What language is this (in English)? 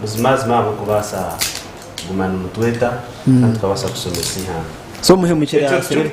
Nyankole